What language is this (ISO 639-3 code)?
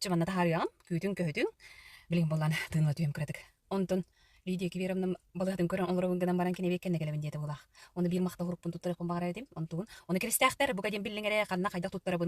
sah